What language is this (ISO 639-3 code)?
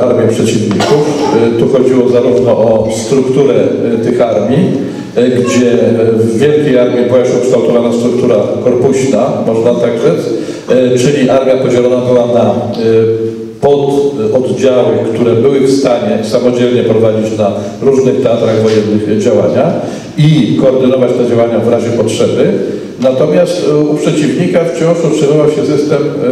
pol